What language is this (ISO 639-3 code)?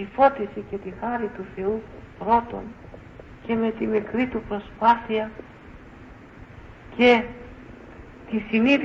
ell